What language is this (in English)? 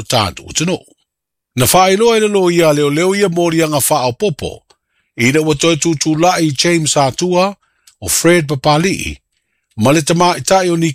Samoan